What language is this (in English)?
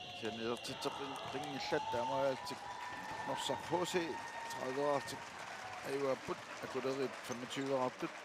Kalaallisut